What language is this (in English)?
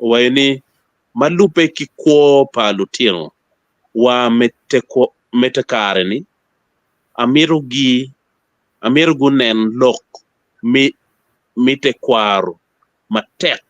Acoli